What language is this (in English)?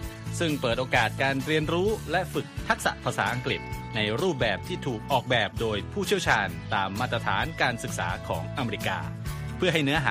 Thai